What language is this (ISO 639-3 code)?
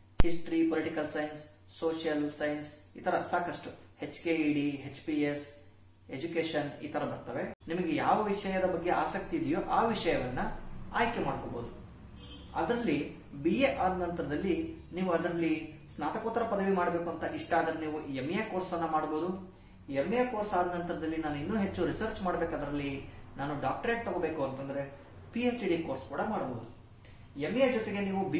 kan